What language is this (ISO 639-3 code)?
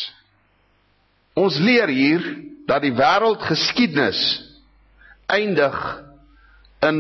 afr